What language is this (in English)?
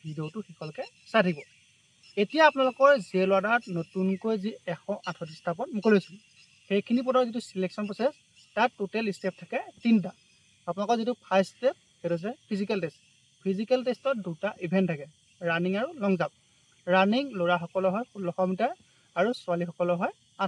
Assamese